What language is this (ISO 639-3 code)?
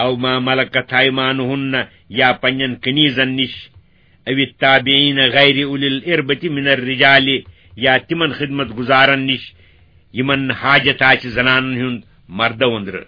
kas